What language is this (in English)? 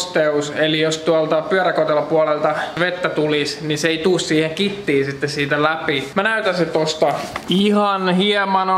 Finnish